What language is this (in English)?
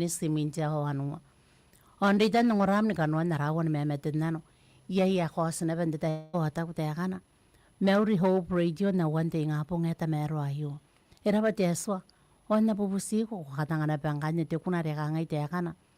Gilbertese